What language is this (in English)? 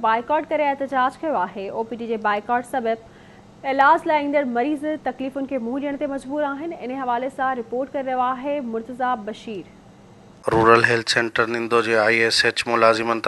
Sindhi